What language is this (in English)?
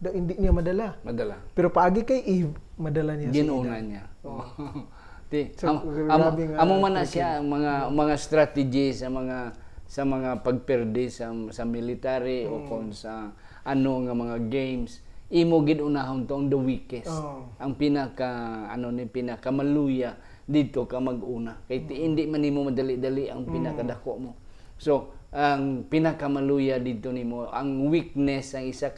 Hiligaynon